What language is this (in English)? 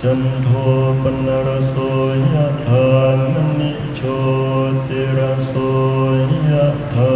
Northeastern Thai